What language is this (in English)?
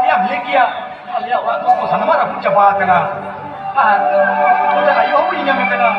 Santali